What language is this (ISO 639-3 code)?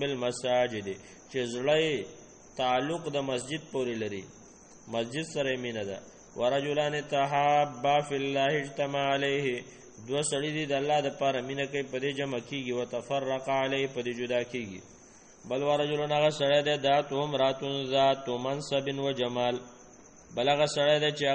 pus